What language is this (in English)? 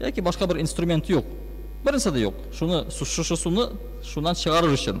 Tatar